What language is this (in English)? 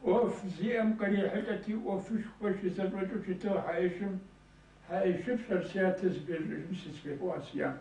Kabardian